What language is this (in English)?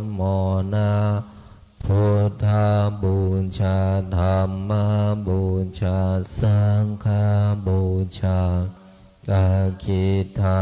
Pali